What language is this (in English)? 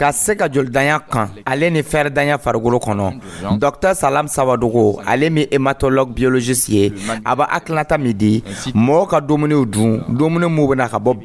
Dyula